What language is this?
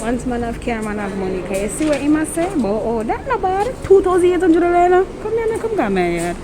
Jamaican Creole English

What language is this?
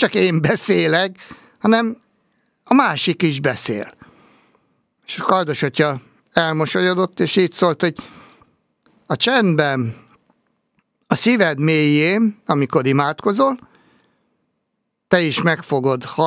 Hungarian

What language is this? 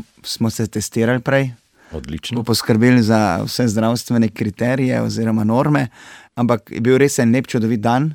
Slovenian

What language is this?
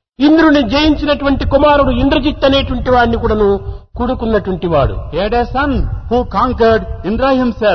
Telugu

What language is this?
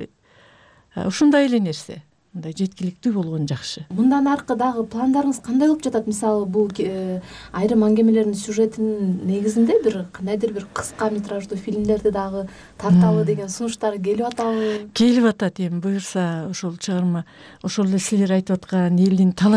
Kyrgyz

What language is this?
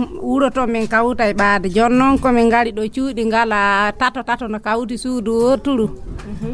Fula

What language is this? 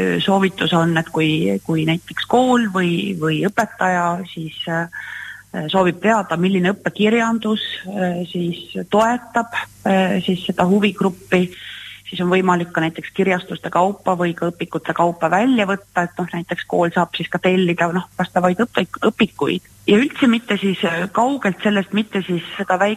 Estonian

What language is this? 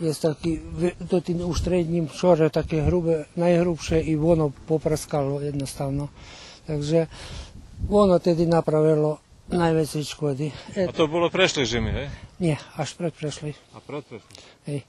Rusyn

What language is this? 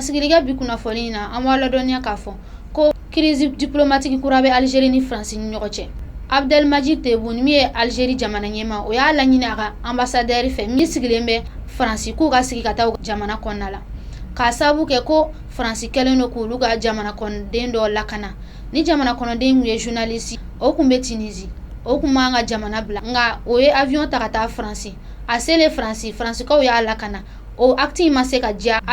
Bambara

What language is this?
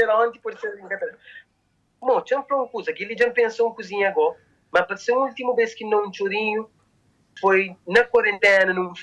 Kabuverdianu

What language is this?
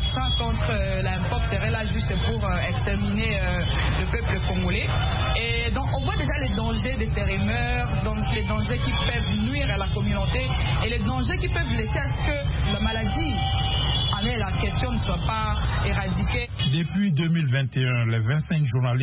French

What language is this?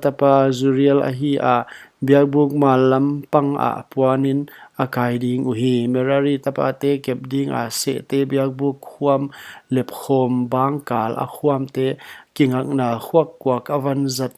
Paite Chin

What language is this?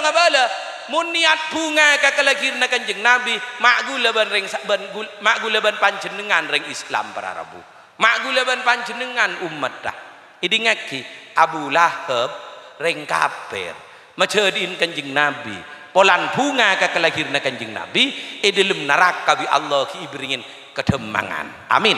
Madurese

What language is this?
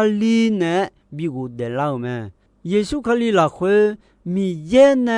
Akha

